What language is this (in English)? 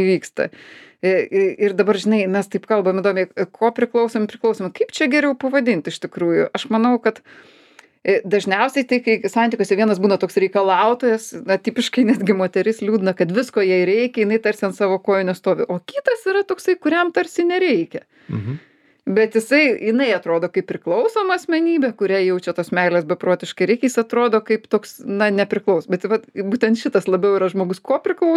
Lithuanian